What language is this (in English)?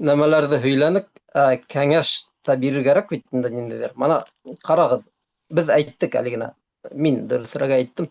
Bashkir